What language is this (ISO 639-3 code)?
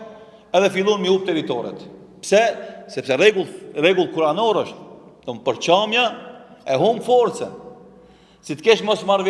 sqi